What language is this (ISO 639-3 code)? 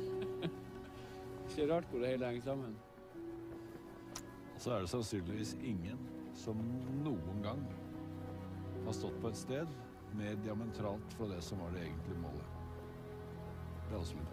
nor